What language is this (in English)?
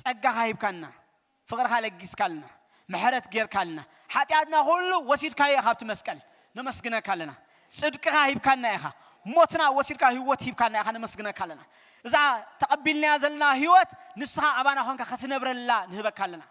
Tigrinya